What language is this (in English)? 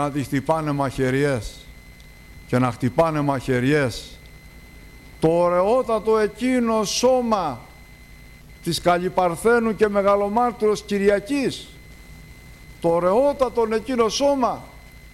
Greek